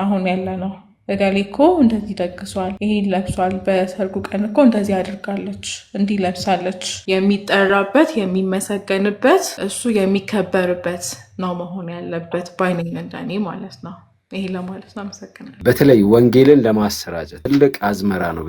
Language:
Amharic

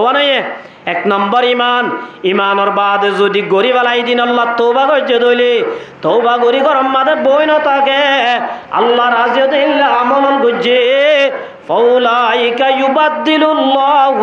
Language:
Rohingya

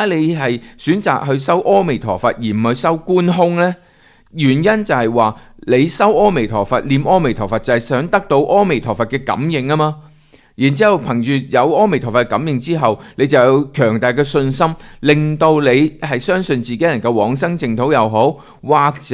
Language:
Cantonese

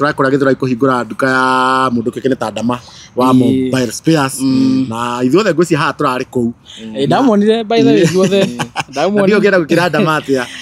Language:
Kikuyu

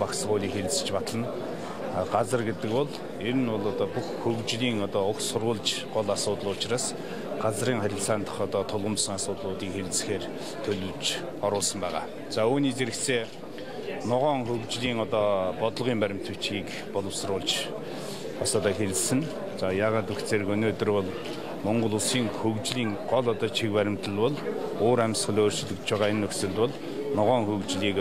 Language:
Mongolian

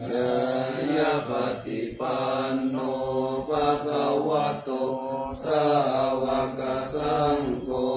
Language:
Pali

